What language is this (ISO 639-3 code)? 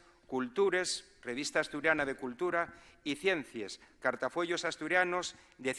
ast